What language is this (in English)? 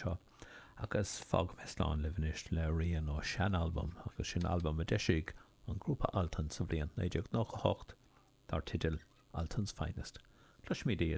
Irish